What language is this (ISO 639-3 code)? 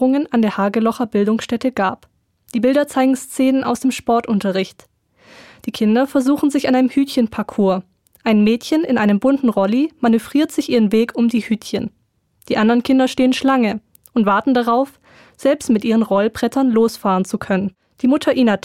deu